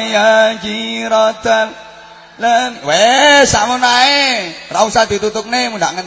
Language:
Javanese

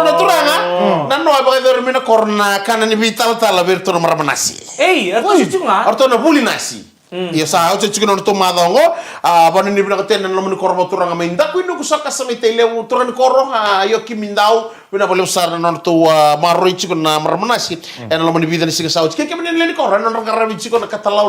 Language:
Fijian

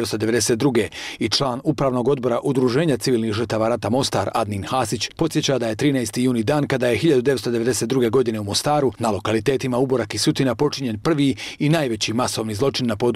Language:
Bosnian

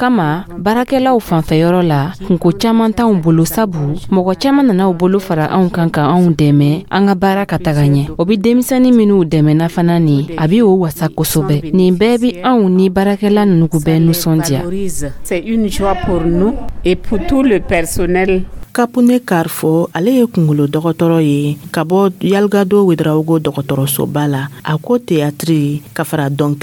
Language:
Dyula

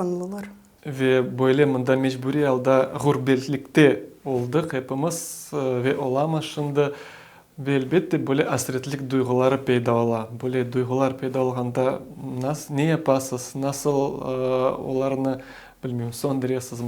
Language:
Crimean Tatar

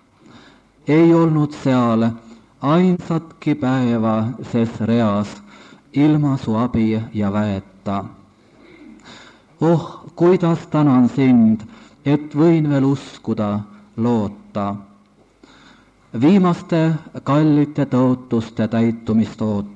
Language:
Estonian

